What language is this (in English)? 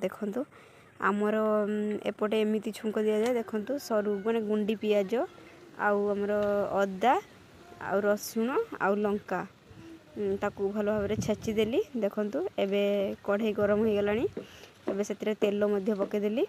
Odia